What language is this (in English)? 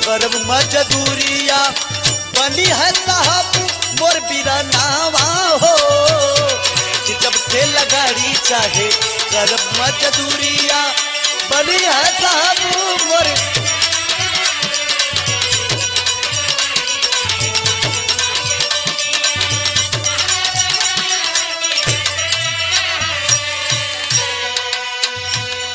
Bhojpuri